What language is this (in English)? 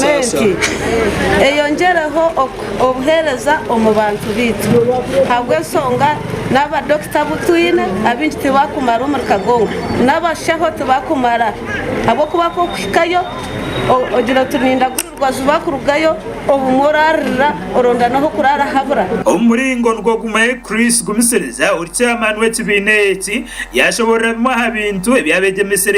Nyankole